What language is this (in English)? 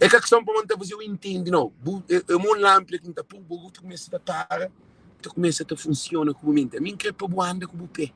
Kabuverdianu